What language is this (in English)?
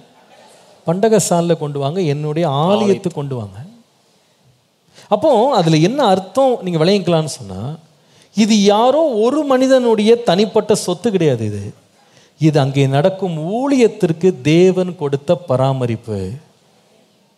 Tamil